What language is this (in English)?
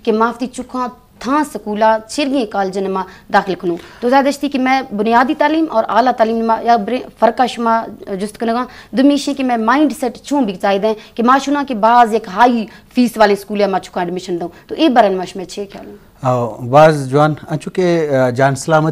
Baluchi